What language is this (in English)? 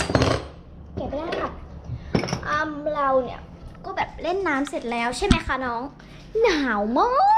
Thai